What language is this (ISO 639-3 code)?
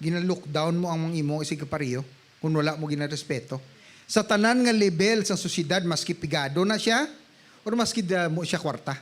hil